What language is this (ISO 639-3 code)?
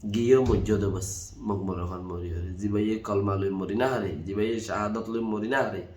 rhg